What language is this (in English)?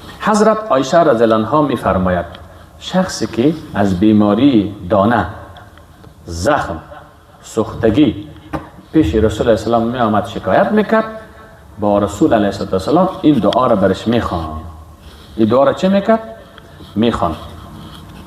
Persian